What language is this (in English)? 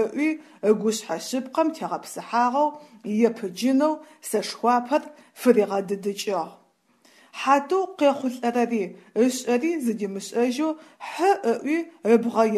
Adyghe